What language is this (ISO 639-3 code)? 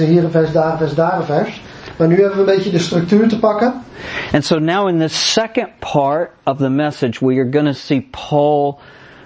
nld